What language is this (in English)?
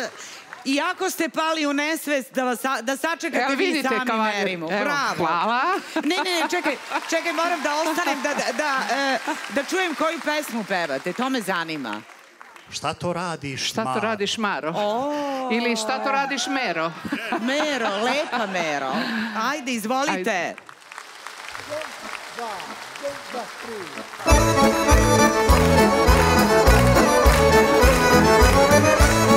Serbian